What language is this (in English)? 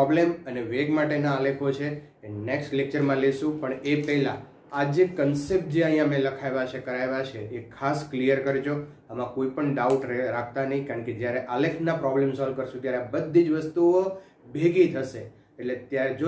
Gujarati